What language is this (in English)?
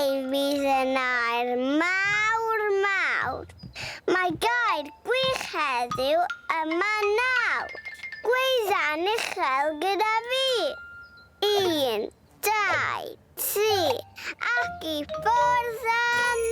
Welsh